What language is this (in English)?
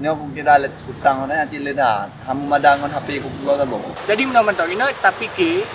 Achinese